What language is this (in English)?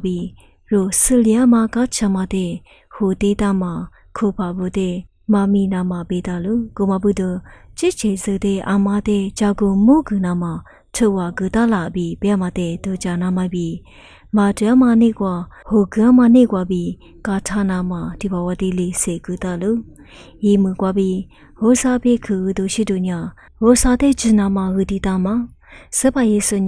Lisu